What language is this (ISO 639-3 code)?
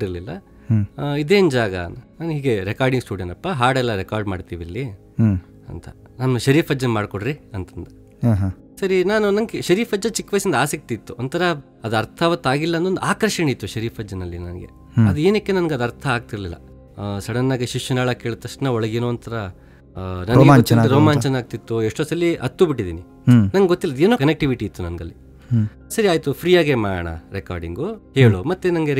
kan